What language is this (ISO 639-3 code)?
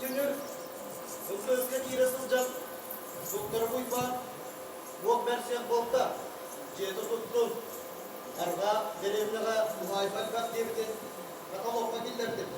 sah